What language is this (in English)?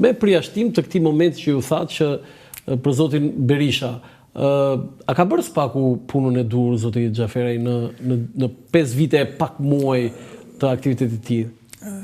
Albanian